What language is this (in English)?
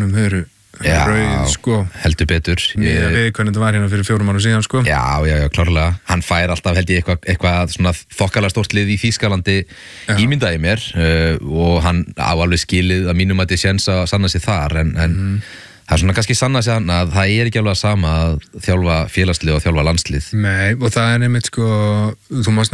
Icelandic